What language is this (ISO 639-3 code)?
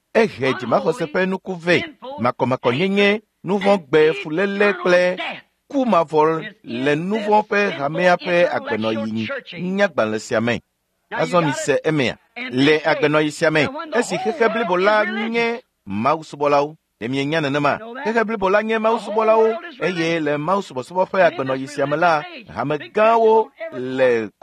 ewe